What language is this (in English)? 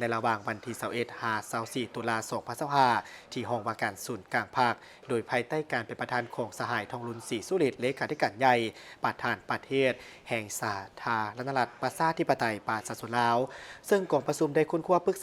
Lao